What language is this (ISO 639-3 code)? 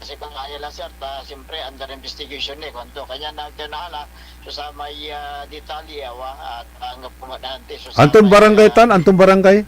pag